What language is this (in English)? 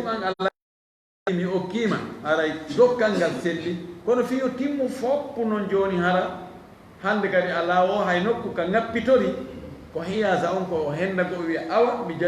Fula